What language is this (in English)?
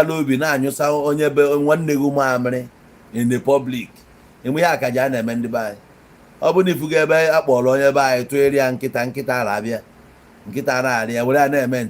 Igbo